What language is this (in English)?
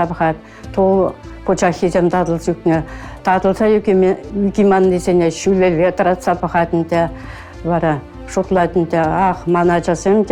Chuvash